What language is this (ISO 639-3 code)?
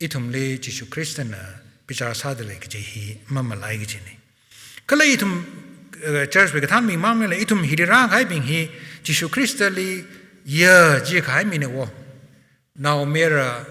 nmf